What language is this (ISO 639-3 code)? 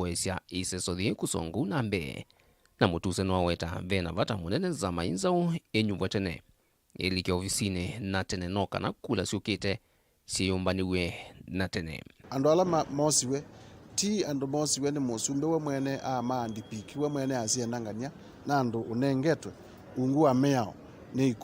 kam